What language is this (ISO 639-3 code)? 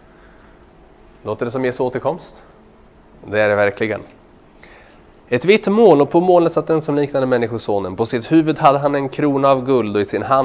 swe